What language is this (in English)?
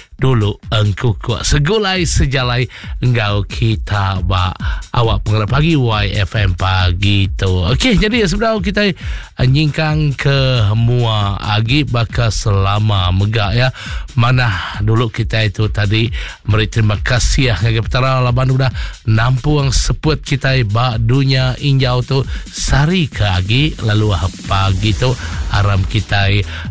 Iban